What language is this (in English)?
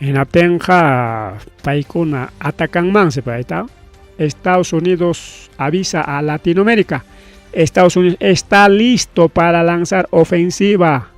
Ayacucho Quechua